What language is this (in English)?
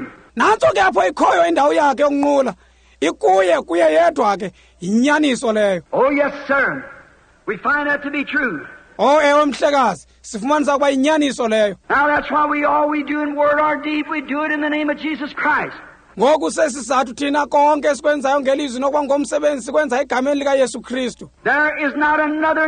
Xhosa